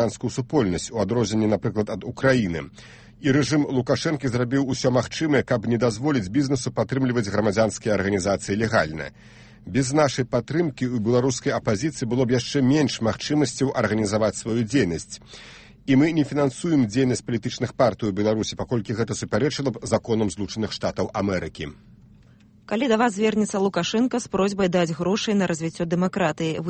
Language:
Belarusian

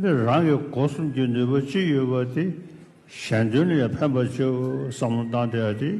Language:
Tibetan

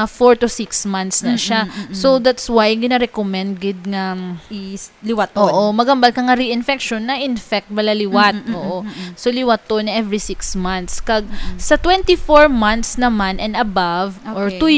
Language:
Hiligaynon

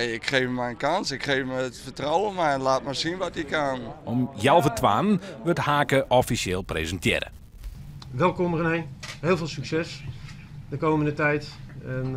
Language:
Western Frisian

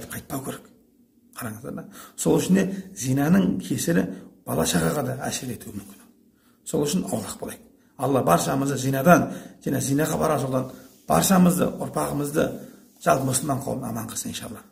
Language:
Kazakh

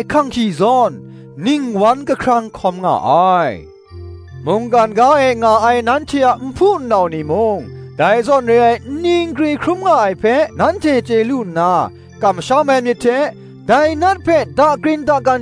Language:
Kachin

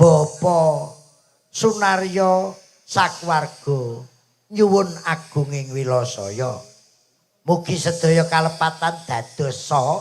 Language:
Javanese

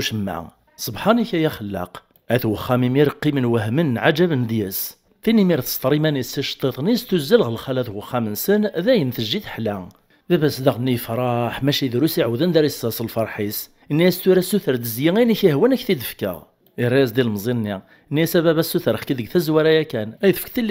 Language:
Kabyle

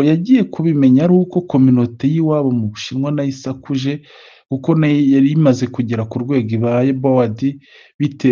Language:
Kinyarwanda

